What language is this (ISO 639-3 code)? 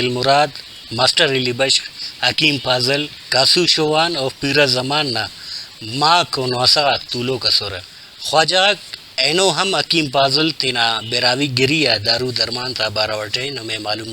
brh